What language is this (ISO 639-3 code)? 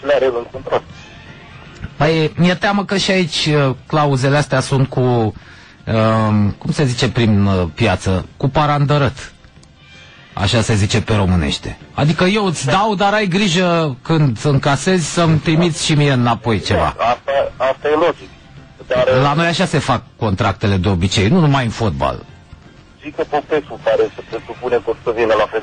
ron